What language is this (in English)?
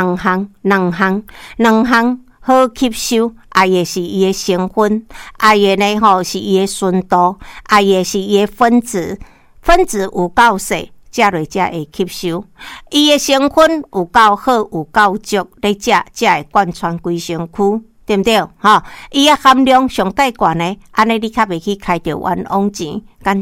Min Nan Chinese